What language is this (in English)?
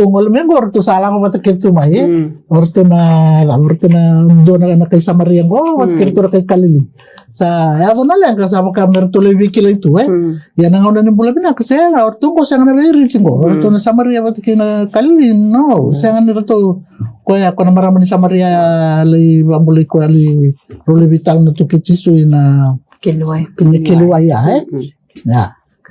Fijian